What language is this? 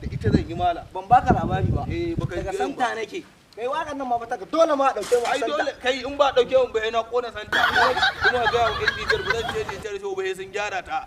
Hausa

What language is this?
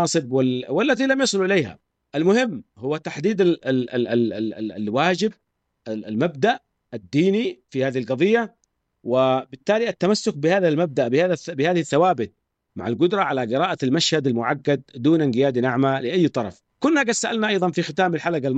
Arabic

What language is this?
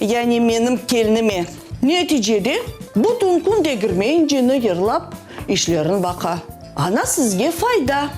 Crimean Tatar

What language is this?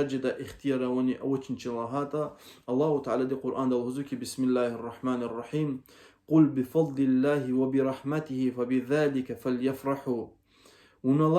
Lezghian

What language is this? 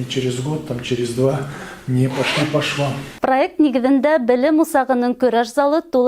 Bashkir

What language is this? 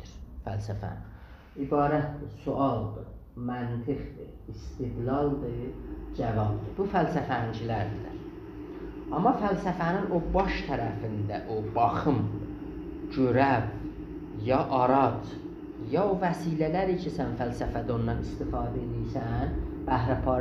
South Azerbaijani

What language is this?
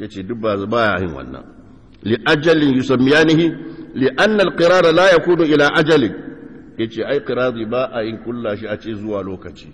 Hausa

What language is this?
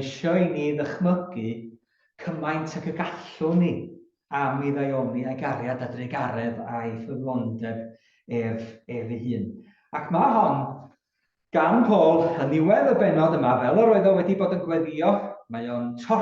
Welsh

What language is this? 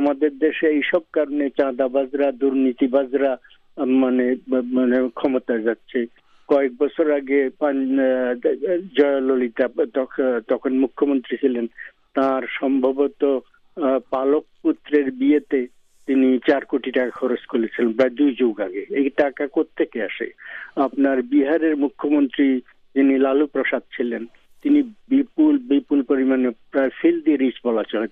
Bangla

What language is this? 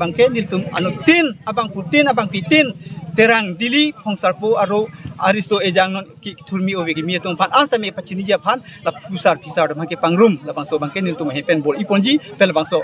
Karbi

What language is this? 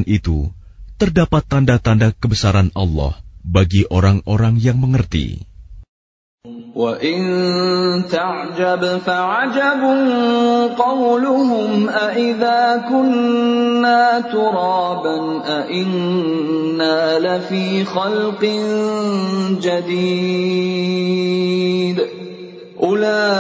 Indonesian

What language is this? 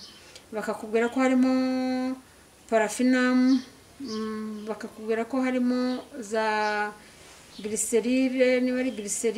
Kinyarwanda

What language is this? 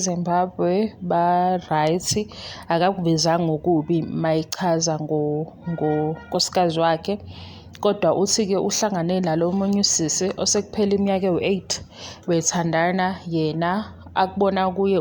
Zulu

